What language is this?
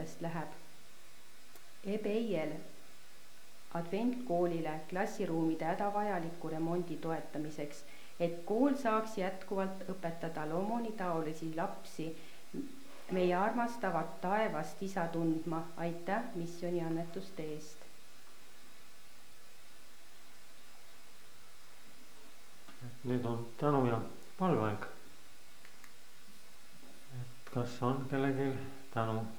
Estonian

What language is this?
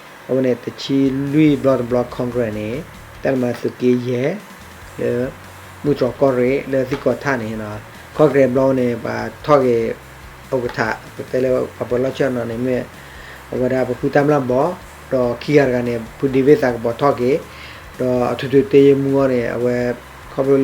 S'gaw Karen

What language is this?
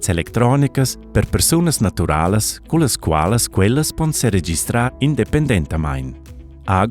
Romansh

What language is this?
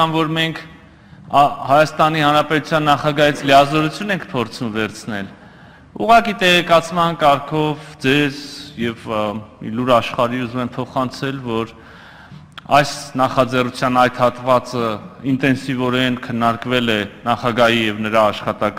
Armenian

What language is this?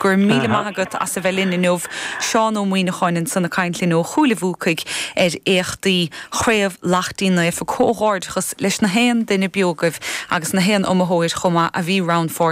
Irish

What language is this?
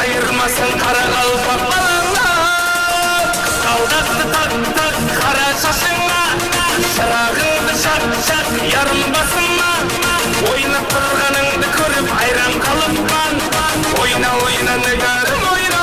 Kara-Kalpak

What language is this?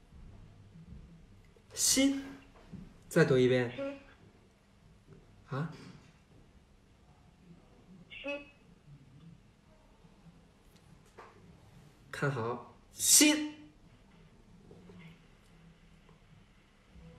Chinese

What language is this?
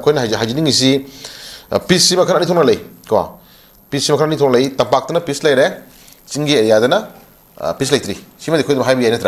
Manipuri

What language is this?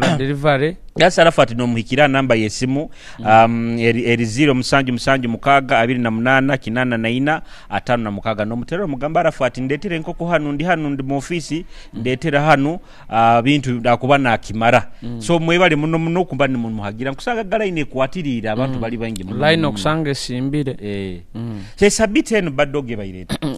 Nyoro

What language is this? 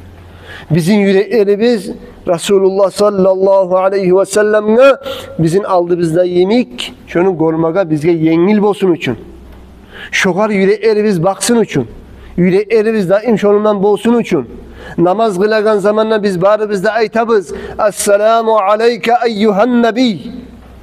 Kumyk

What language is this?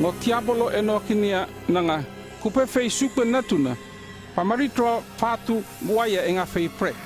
North Efate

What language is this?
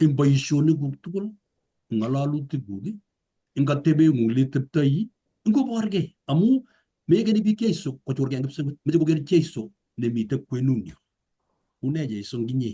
Kalenjin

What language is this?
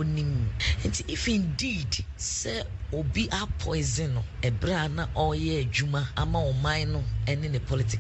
Akan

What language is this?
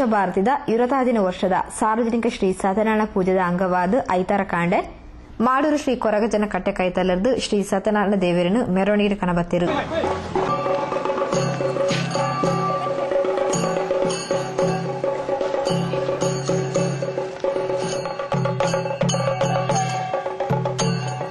Tulu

